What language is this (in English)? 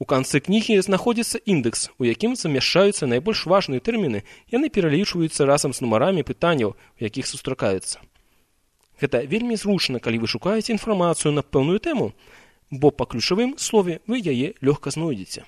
Belarusian